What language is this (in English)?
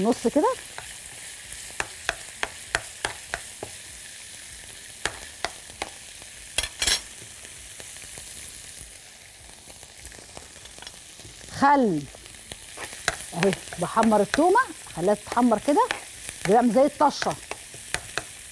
Egyptian Arabic